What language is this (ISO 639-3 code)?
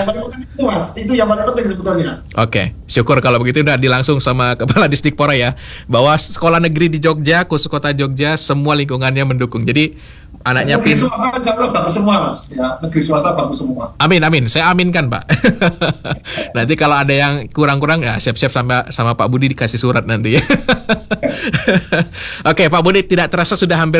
ind